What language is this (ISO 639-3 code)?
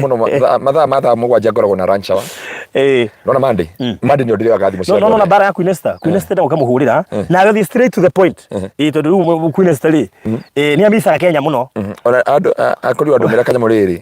kik